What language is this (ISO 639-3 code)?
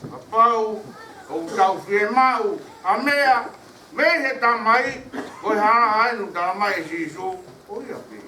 ton